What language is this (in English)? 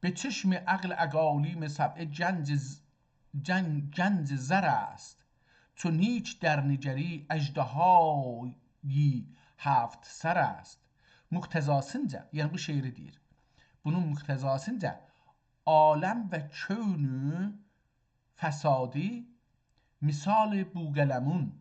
South Azerbaijani